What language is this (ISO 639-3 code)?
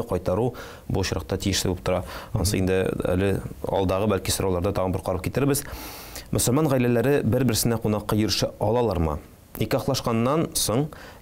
tat